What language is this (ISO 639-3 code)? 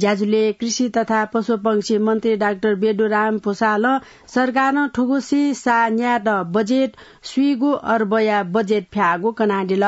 new